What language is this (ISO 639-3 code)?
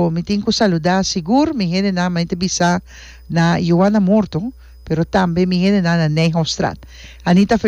pap